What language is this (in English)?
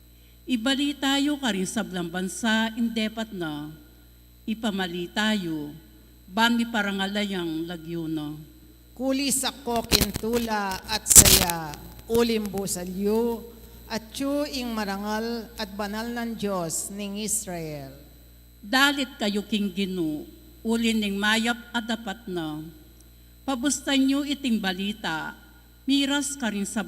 Pampanga